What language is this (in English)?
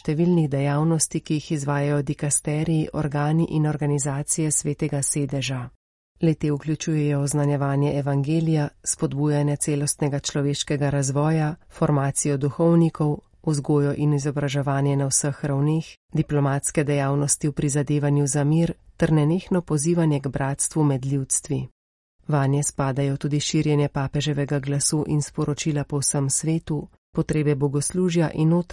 Slovenian